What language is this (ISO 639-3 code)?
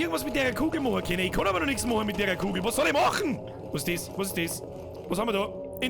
bar